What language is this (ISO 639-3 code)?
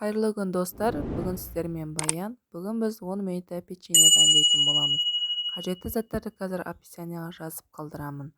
kaz